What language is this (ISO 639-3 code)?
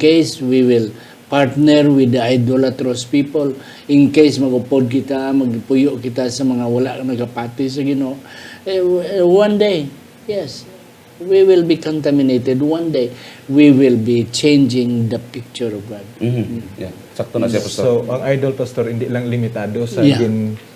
hil